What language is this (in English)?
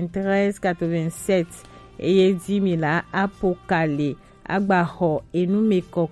Gen